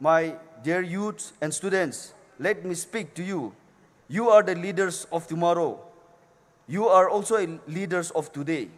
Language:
Poumei Naga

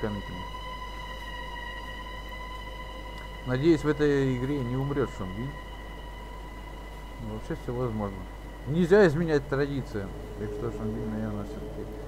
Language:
Russian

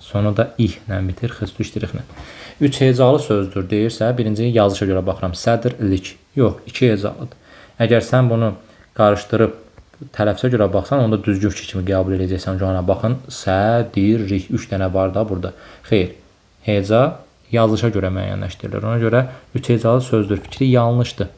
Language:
Azerbaijani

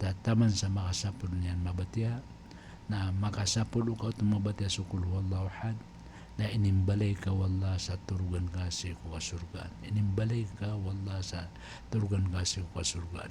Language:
Maranao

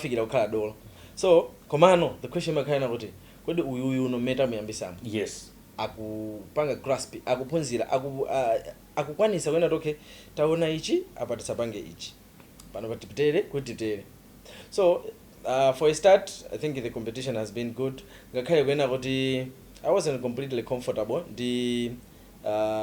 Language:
Nyanja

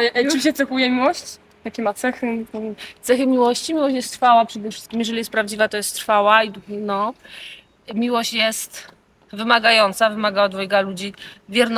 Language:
Silesian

